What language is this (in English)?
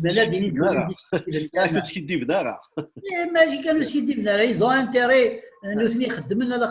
Kabyle